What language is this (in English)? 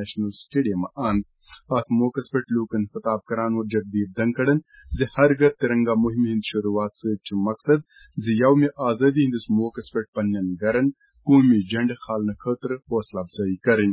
Kashmiri